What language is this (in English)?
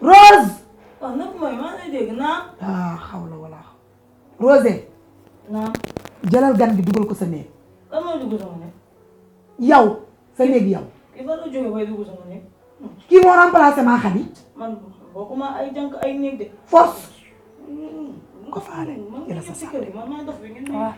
Wolof